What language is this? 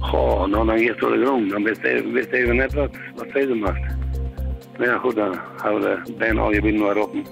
Western Frisian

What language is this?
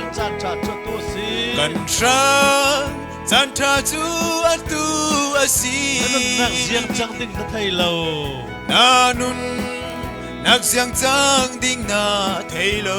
Falam Chin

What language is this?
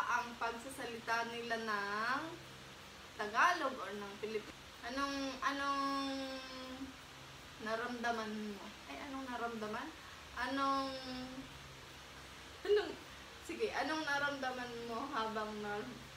Filipino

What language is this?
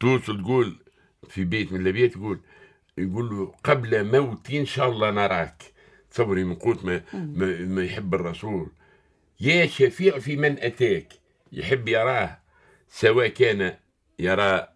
Tunisian Arabic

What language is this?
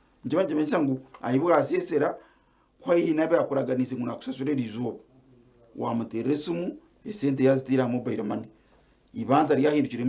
Nyankole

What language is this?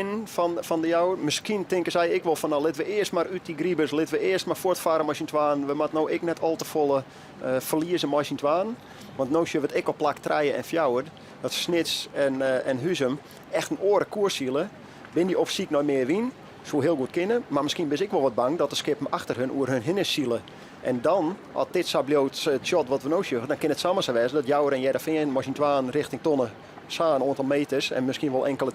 Western Frisian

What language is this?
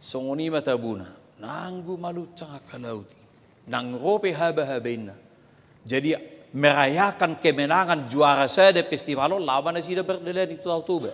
Batak Toba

